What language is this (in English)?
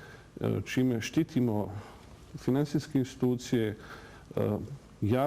Bosnian